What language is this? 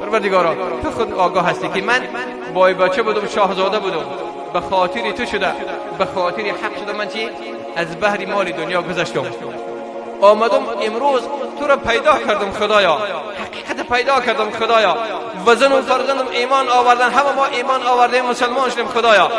Persian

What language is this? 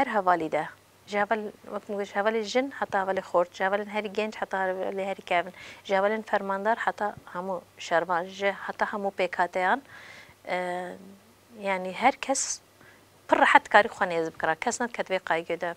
Kurdish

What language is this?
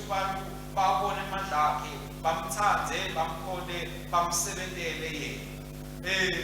Swati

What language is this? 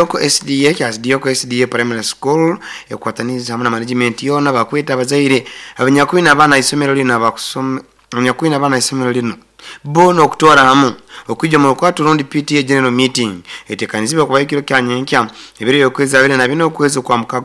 Nyoro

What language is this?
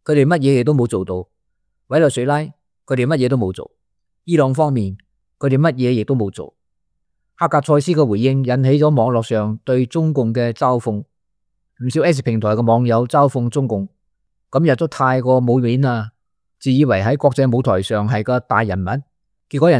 Cantonese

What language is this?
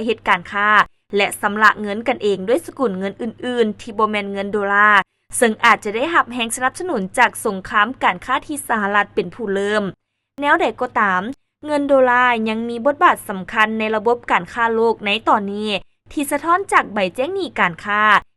Lao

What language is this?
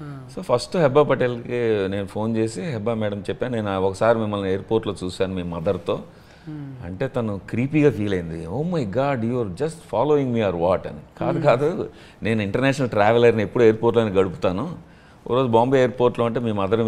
Telugu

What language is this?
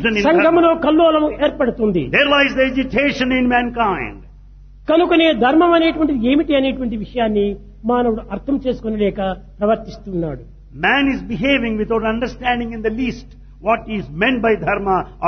Telugu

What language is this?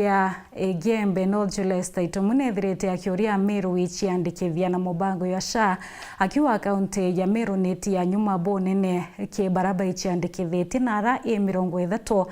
Meru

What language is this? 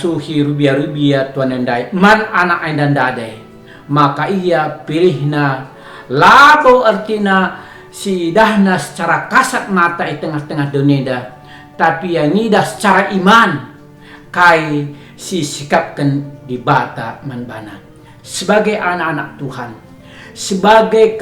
Batak Karo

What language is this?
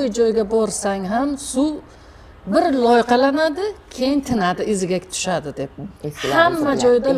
Uzbek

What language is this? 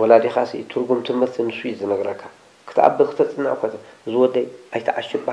Tigrinya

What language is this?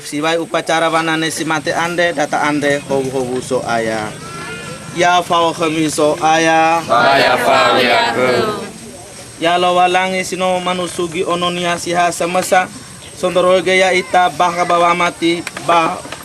Nias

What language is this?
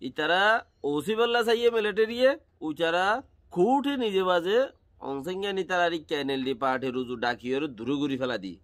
Rohingya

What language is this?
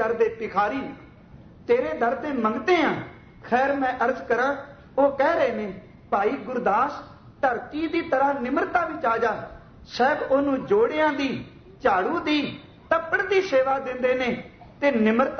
Punjabi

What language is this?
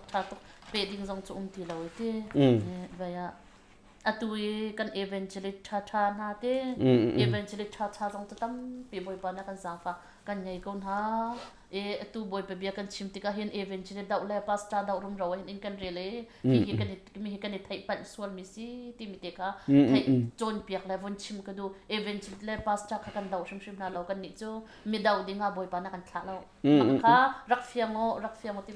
Hakha Chin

